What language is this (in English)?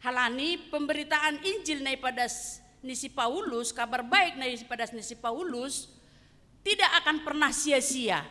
Batak Simalungun